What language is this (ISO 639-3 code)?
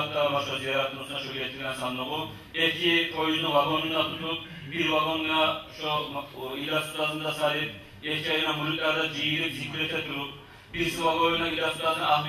kum